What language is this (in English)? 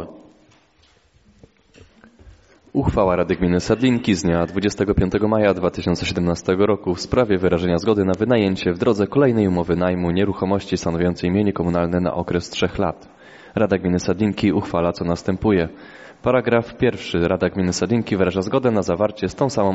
Polish